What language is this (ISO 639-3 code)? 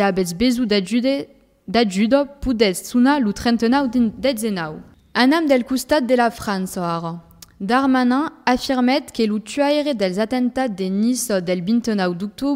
oci